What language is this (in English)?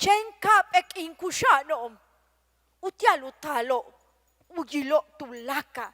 Yucateco